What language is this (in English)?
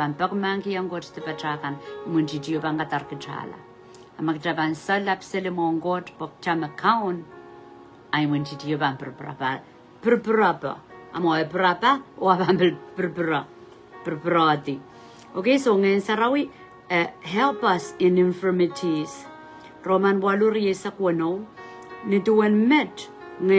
Pohnpeian